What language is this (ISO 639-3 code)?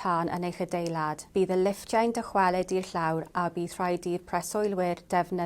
cym